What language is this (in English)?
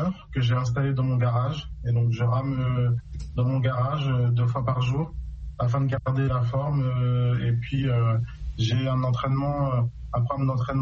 French